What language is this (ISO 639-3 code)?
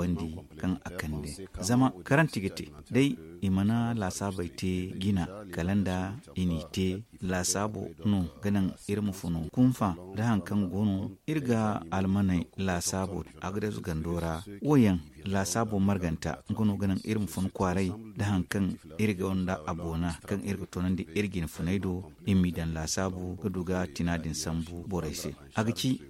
dje